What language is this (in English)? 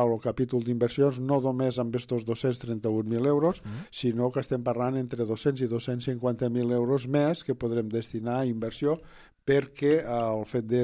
Catalan